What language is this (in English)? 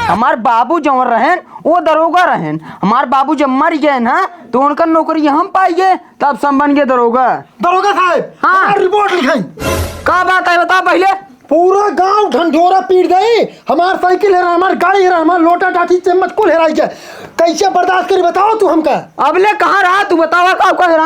Awadhi